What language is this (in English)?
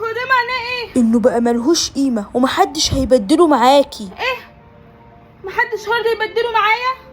Egyptian Arabic